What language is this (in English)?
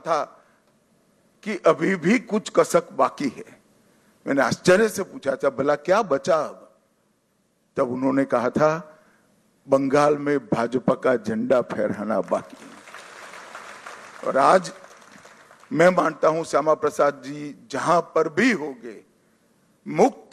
Hindi